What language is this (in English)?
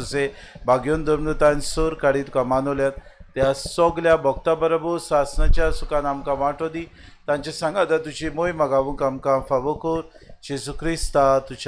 Konkani